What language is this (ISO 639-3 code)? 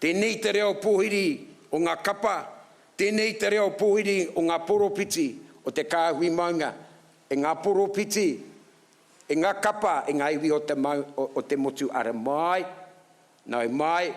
mri